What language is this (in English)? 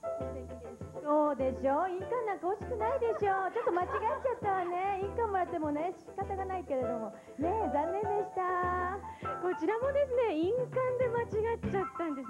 Japanese